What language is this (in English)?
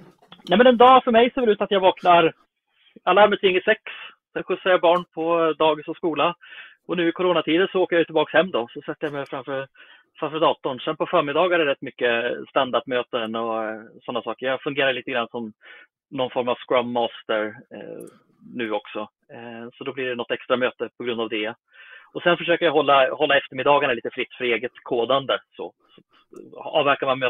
Swedish